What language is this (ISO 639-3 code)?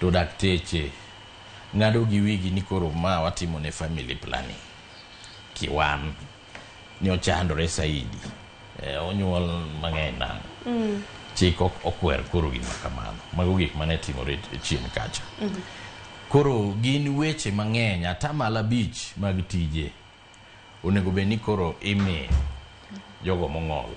luo